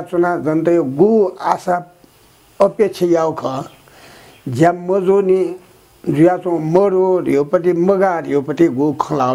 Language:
Newari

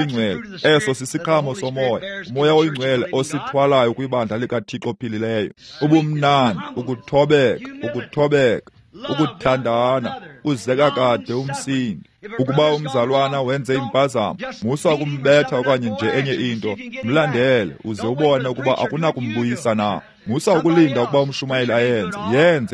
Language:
Xhosa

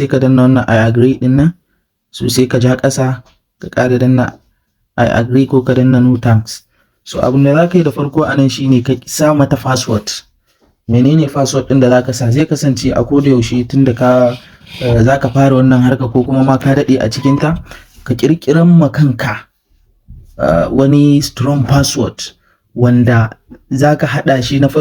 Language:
Hausa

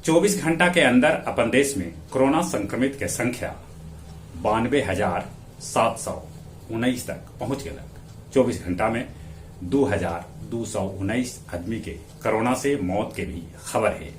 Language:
Magahi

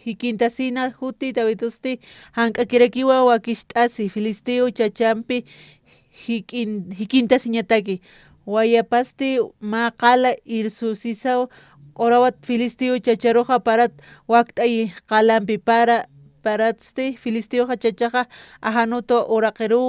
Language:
Aymara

